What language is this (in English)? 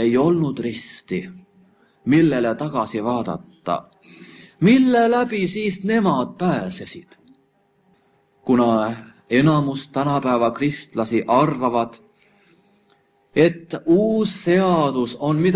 Estonian